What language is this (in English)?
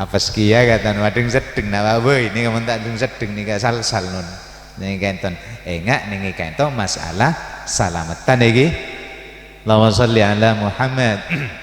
Madurese